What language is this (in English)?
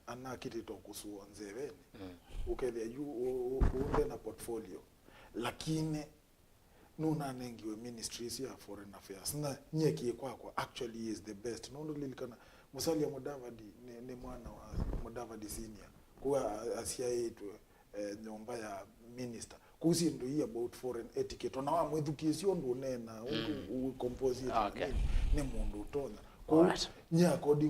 Kamba